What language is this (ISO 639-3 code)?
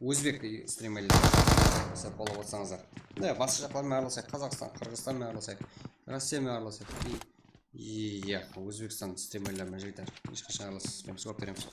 kaa